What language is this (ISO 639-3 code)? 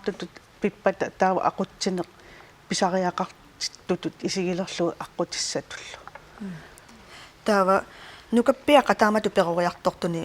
kal